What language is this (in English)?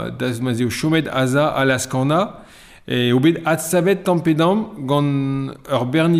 Breton